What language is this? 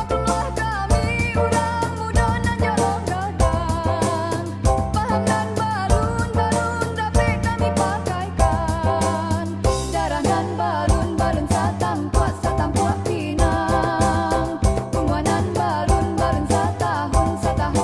Minangkabau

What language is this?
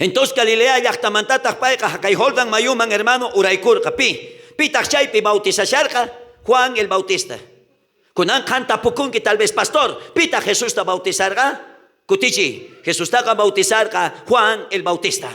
South Bolivian Quechua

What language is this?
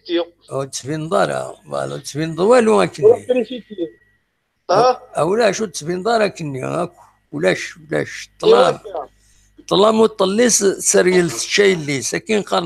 Kabyle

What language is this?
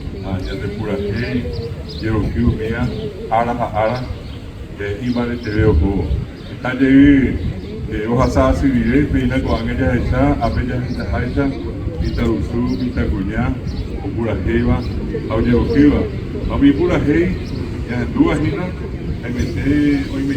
Guarani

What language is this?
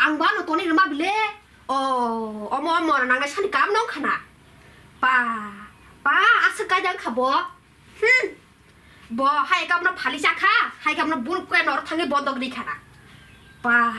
Kok Borok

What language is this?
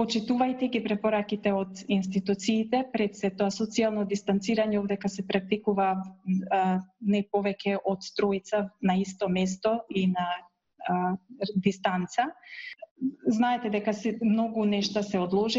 Macedonian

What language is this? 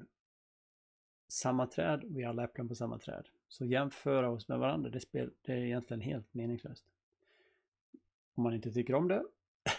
Swedish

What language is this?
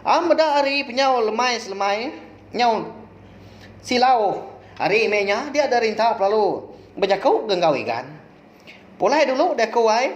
Iban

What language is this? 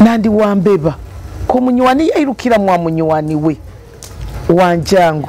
Nyoro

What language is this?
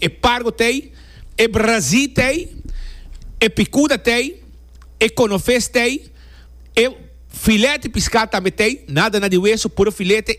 Papiamento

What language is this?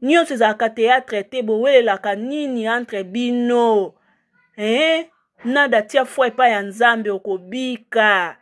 Lingala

